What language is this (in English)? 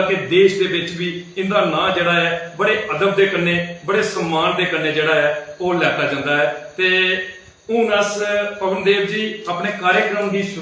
Dogri